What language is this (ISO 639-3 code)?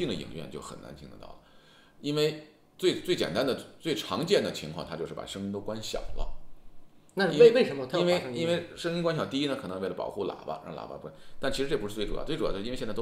zho